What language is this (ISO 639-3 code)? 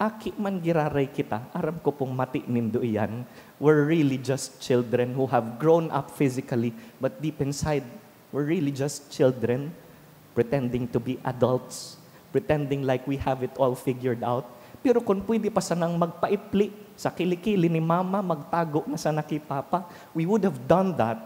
bik